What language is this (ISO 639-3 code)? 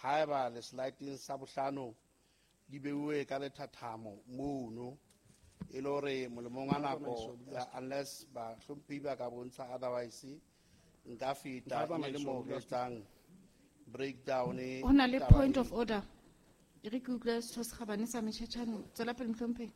sot